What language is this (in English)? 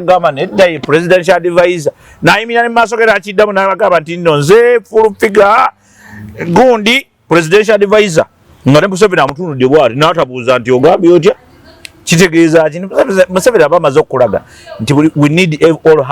Ganda